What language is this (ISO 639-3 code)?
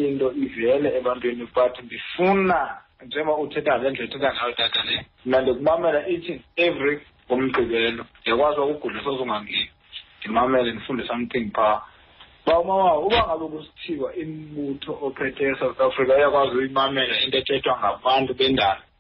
xho